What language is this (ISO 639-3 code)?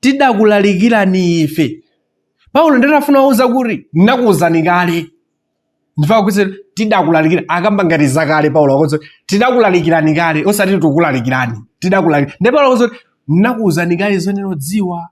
nya